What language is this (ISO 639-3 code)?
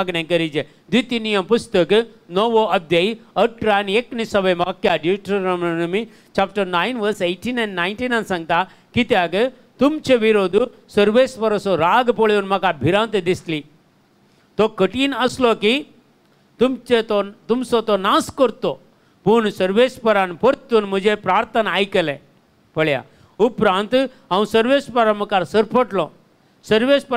kok